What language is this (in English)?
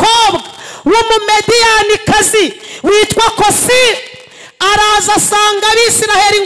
Kinyarwanda